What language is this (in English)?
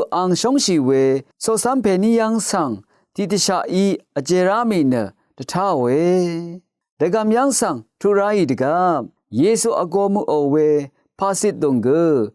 Rawang